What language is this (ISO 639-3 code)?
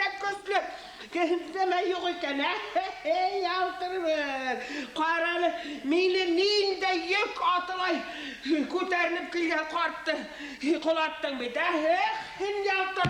bak